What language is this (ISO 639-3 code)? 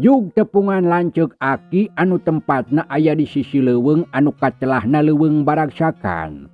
sun